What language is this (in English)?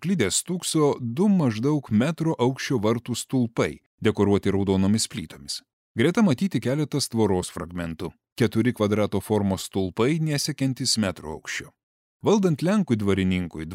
Lithuanian